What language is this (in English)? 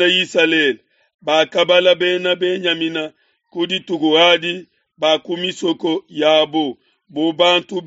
Luba-Lulua